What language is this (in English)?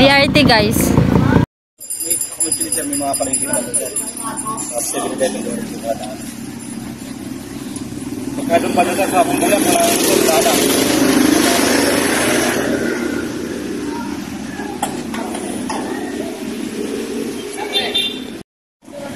Filipino